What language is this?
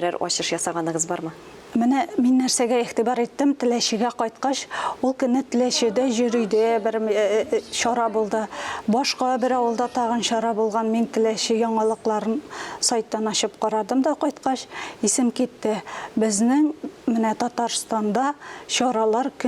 Tatar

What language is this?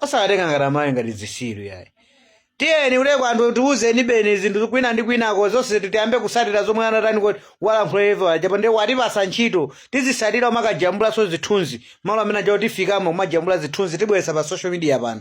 Nyanja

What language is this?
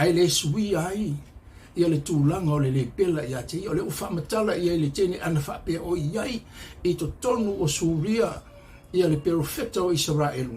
Samoan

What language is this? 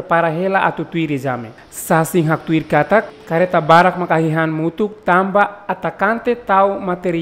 Tetum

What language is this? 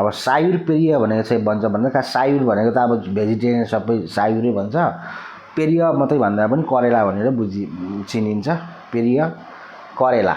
Nepali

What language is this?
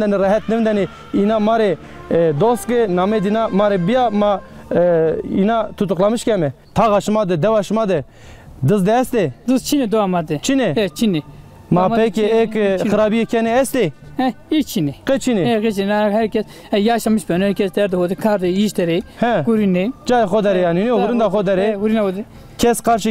Zaza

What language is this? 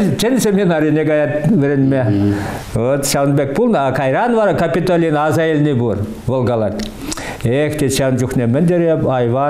Chuvash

